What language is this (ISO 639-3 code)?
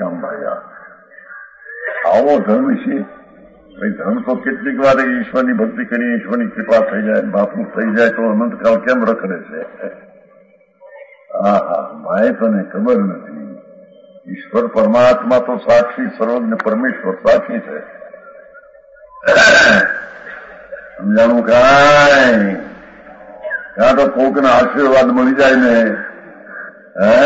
guj